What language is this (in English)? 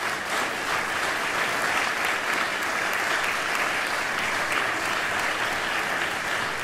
Hungarian